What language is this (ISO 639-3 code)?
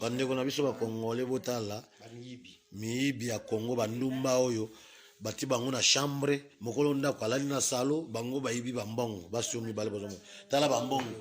lin